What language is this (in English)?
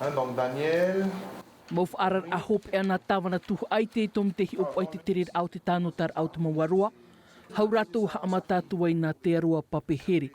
Tahitian